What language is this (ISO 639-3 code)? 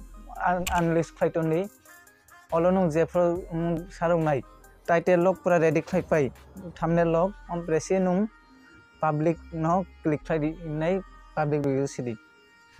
trp